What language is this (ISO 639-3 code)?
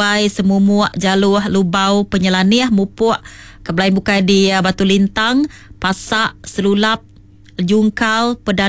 iba